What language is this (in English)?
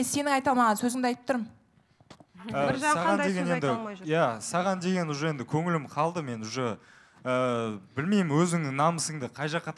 Kazakh